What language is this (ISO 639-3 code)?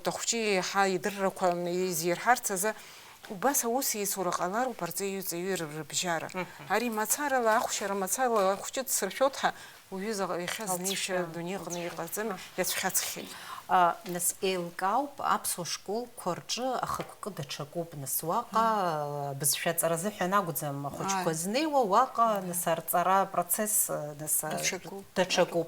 abk